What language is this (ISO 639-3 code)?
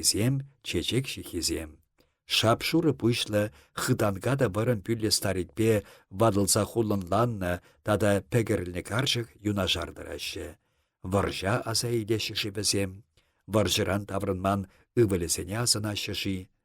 chv